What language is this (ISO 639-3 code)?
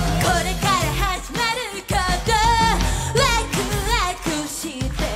jpn